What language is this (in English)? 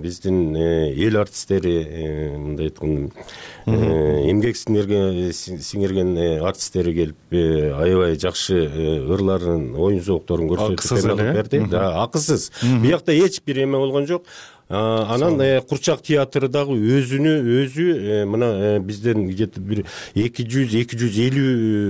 Kyrgyz